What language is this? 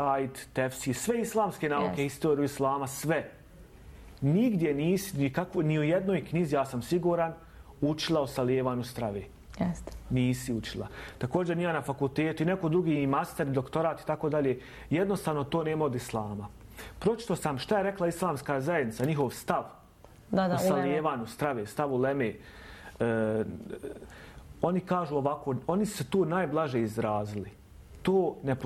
Bosnian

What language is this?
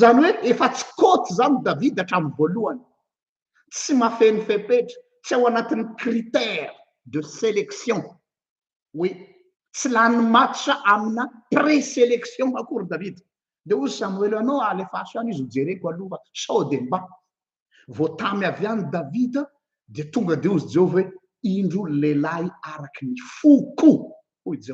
Malagasy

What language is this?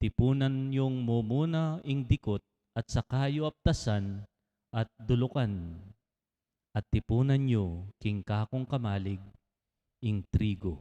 Pampanga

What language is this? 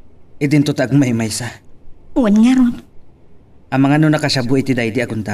Iloko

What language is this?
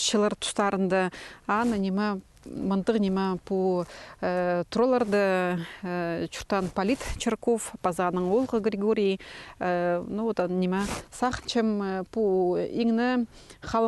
Khakas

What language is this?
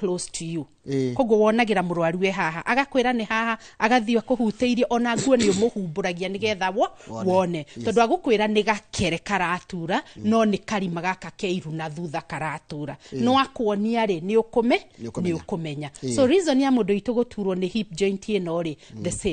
Kikuyu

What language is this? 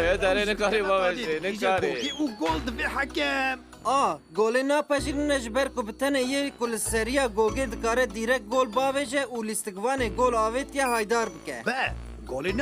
Kurdish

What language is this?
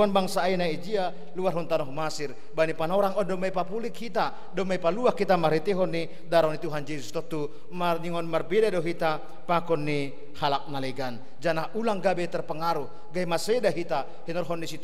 Batak Simalungun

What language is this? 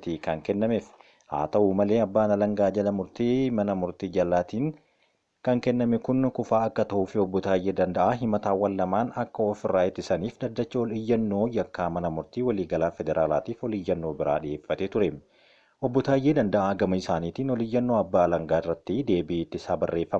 Oromo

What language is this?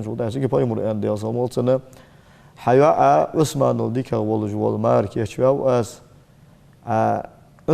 Ingush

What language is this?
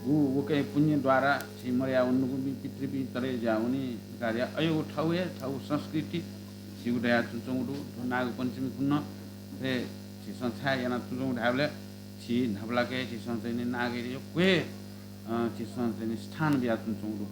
Newari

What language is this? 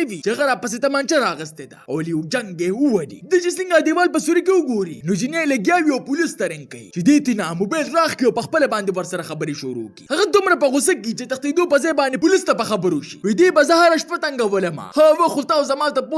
Pashto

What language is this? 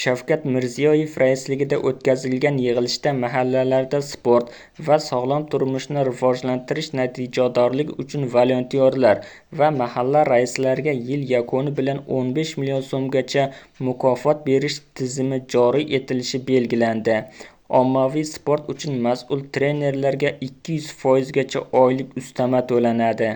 Uzbek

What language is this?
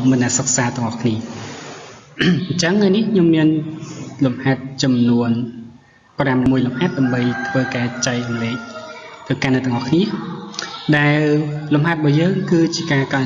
Khmer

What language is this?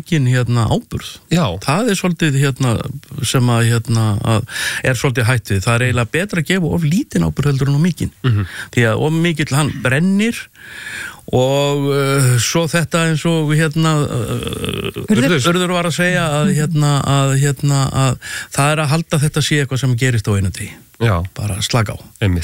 Icelandic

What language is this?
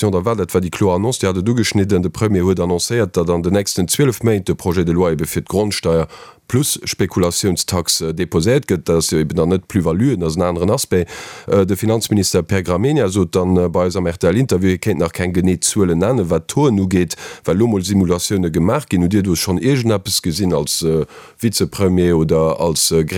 Luxembourgish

